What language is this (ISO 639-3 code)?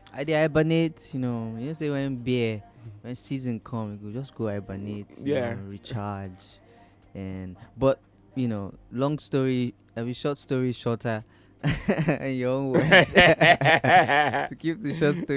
pcm